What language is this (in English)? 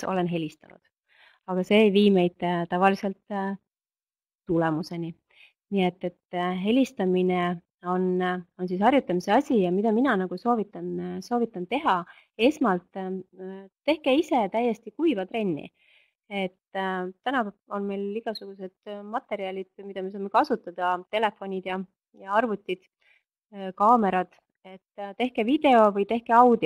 Estonian